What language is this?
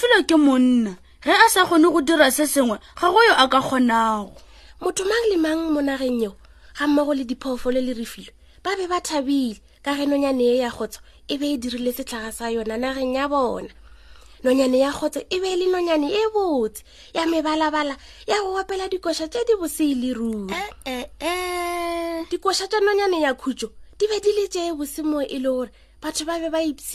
Northern Sotho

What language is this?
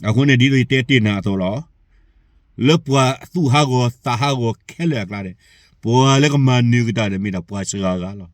S'gaw Karen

